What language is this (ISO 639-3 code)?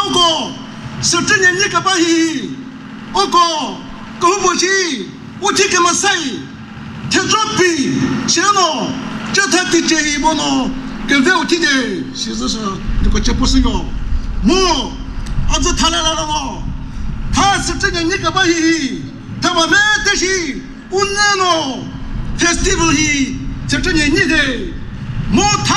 nri